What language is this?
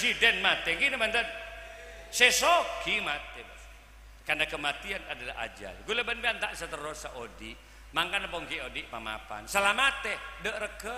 Madurese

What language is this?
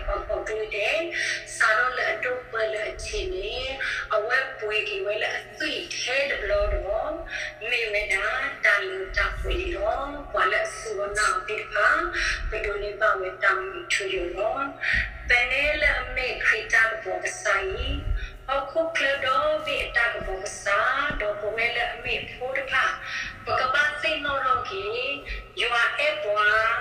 S'gaw Karen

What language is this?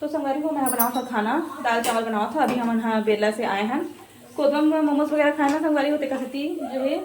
Chhattisgarhi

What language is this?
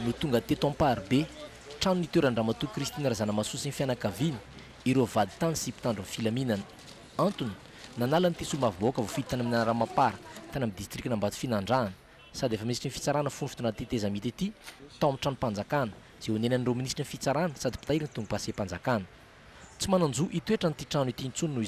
Malagasy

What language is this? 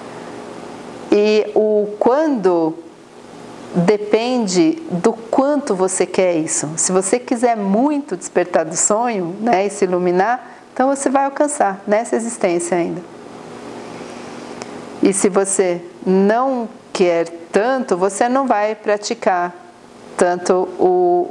Portuguese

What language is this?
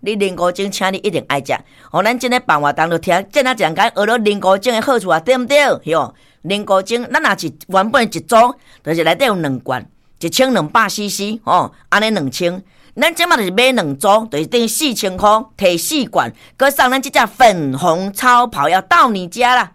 Min Nan Chinese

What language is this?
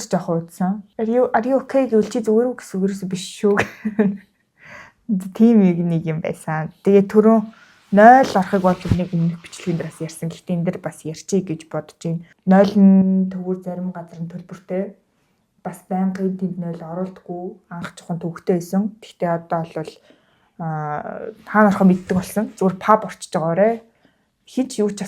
Mongolian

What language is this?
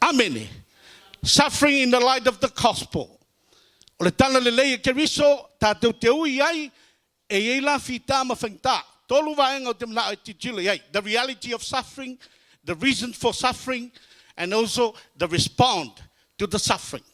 Samoan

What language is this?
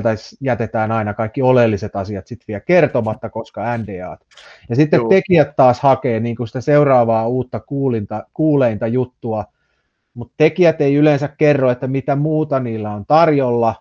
Finnish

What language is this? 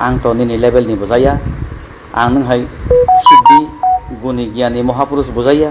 Kok Borok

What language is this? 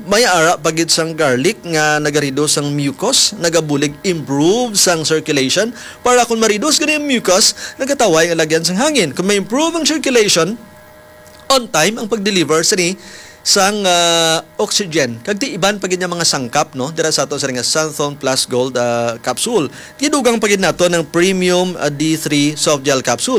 Hiligaynon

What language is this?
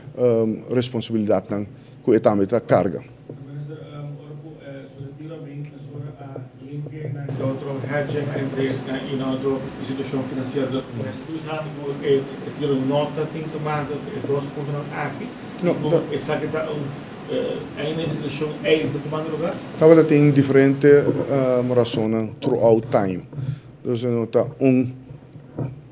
Papiamento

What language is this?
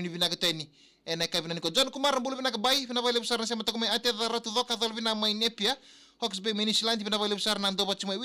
Fijian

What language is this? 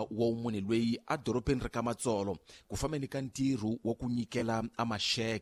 Tsonga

